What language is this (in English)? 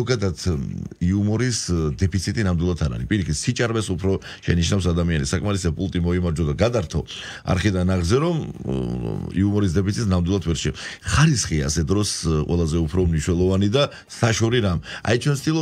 Georgian